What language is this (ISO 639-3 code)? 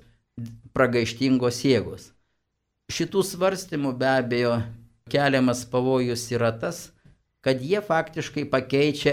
lit